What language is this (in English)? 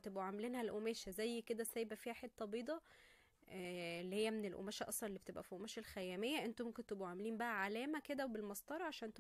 Egyptian Arabic